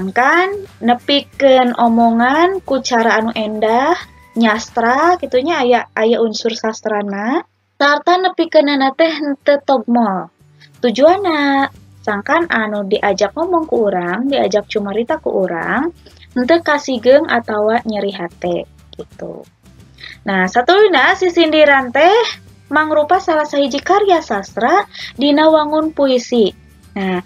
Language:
Sundanese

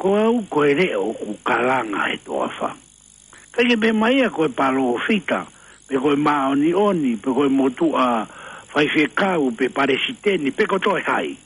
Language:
Tongan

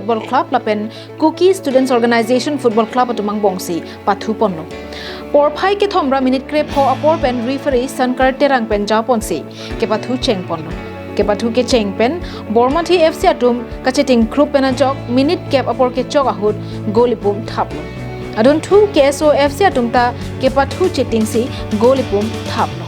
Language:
Karbi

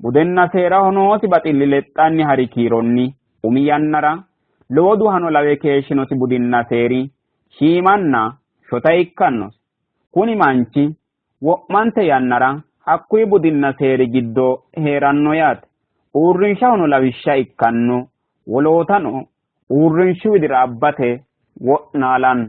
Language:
Sidamo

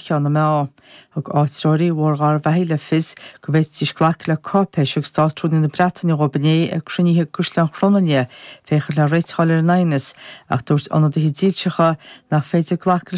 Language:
Irish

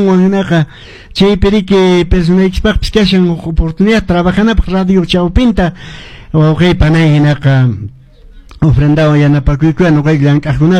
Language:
Quechua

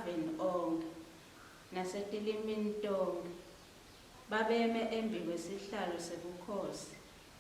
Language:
Swati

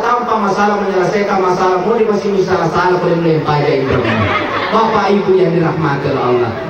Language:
Buginese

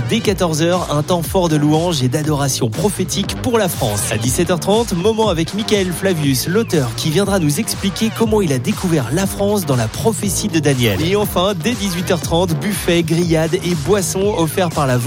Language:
French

